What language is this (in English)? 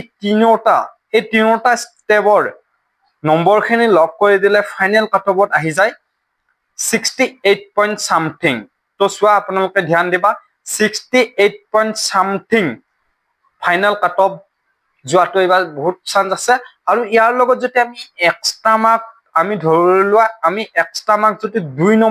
Assamese